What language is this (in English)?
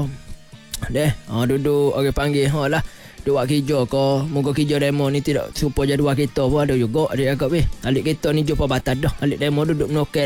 Malay